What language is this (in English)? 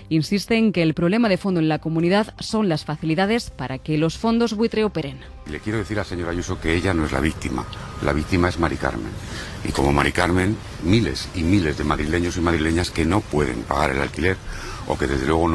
Spanish